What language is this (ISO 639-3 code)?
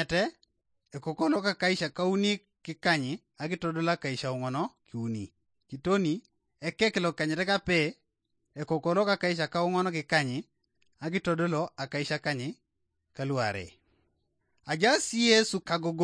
teo